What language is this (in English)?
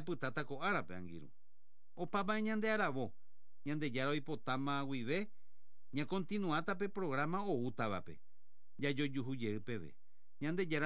Guarani